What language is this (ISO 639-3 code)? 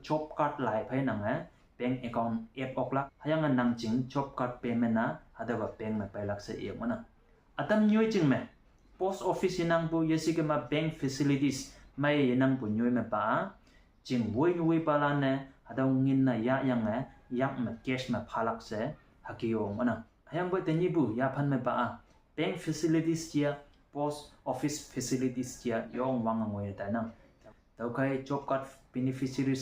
nbe